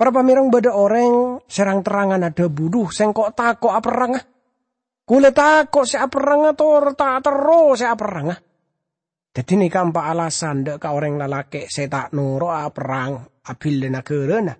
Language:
Madurese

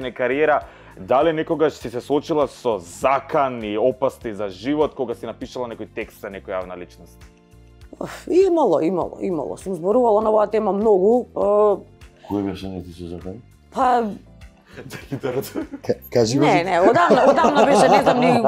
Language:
Macedonian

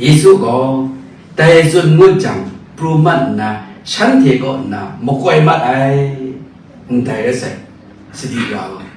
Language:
Kachin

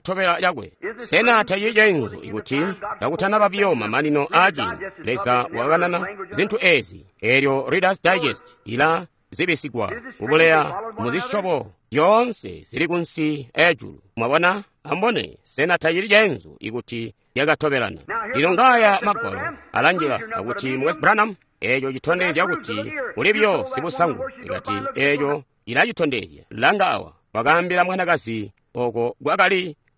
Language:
Tonga (Zambia)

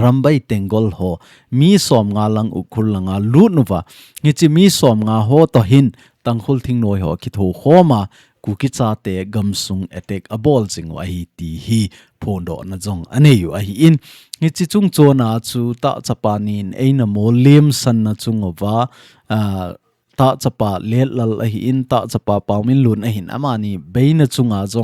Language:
Thado Chin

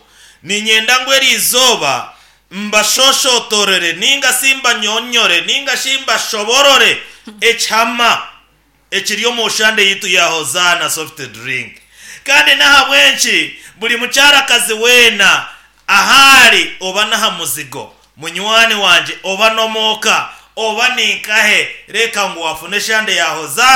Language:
Nyankole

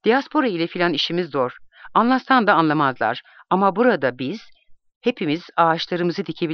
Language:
Turkish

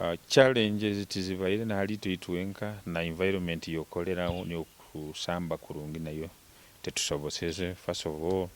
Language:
Nyoro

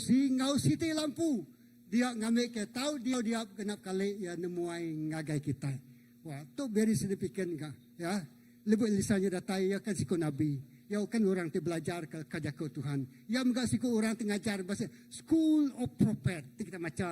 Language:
Iban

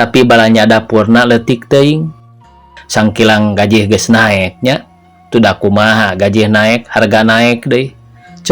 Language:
Sundanese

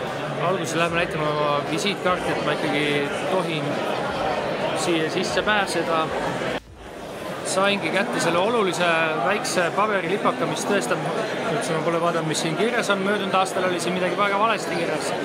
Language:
Estonian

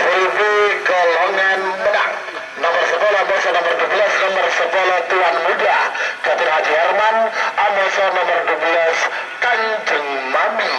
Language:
Madurese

